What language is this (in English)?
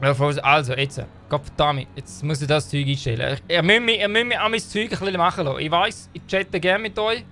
Swiss German